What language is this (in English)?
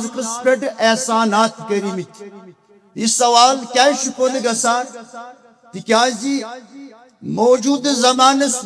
Kashmiri